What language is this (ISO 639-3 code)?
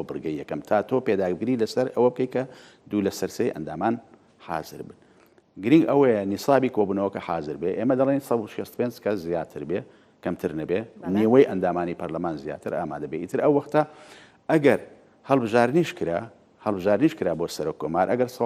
ckb